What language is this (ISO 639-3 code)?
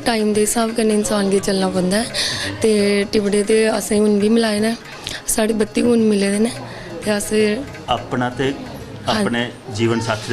doi